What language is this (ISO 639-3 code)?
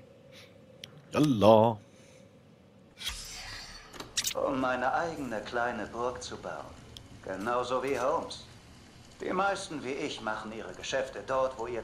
deu